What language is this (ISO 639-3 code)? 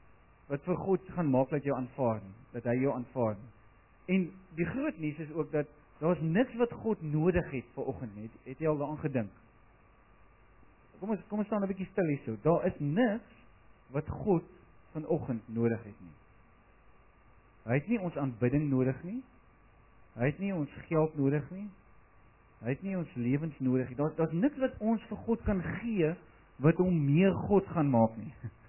afr